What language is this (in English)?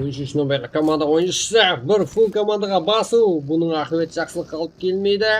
Kara-Kalpak